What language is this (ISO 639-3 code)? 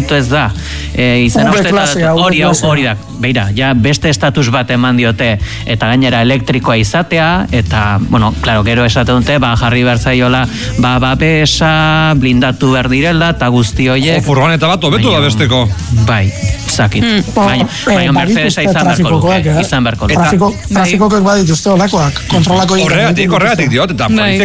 eus